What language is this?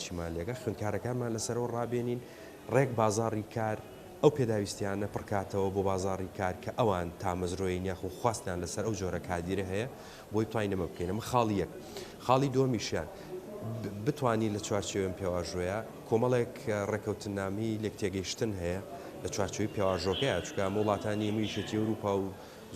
Central Kurdish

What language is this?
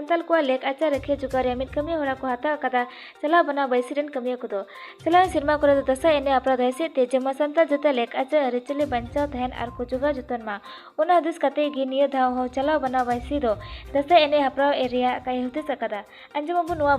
Santali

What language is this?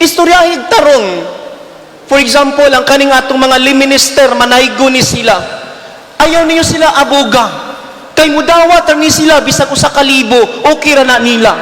Cebuano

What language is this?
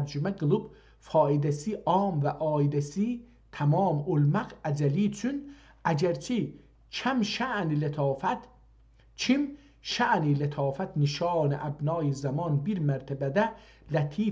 South Azerbaijani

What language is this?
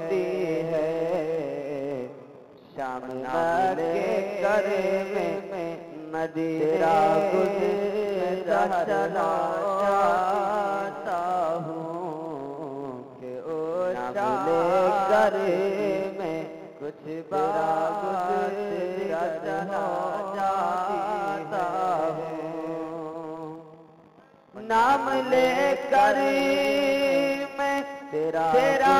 Urdu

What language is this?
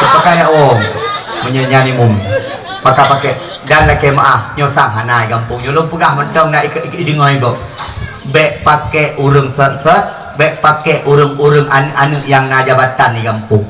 Achinese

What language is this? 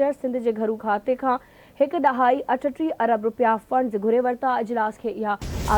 Sindhi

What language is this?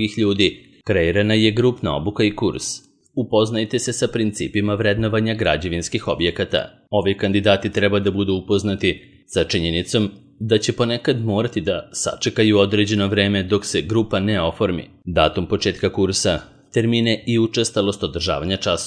Serbian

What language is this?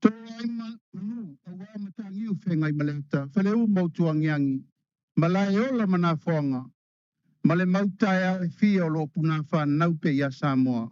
Samoan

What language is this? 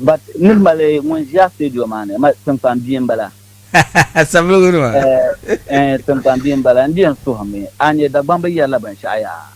Dagbani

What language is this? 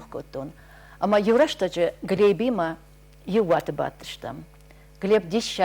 Ossetic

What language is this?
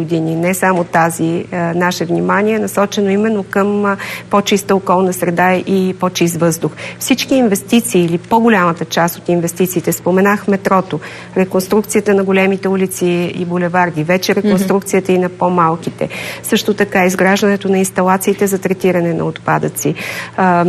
Bulgarian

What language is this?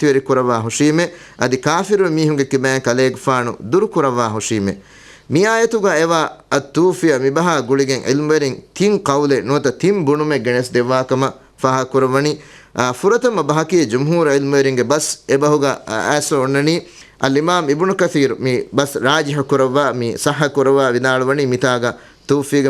Divehi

